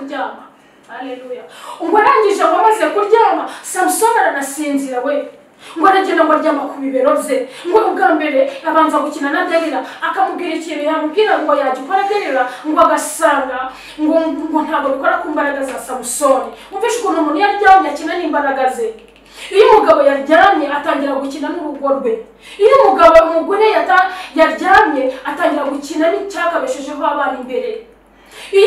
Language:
Kinyarwanda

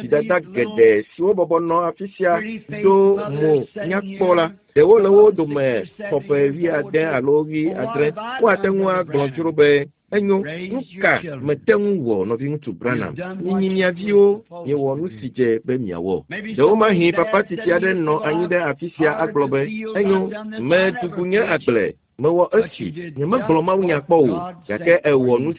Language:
Ewe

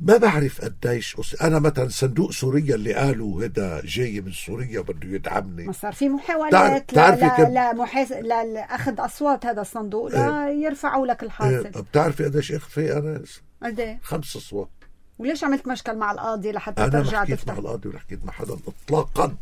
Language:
North Levantine Arabic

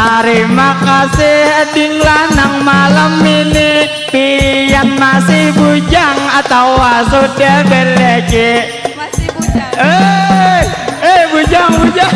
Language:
Banjar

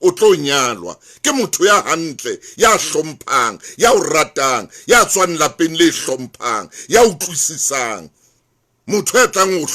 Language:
Southern Sotho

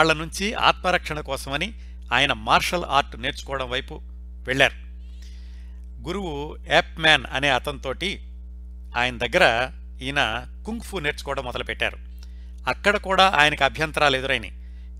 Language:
Telugu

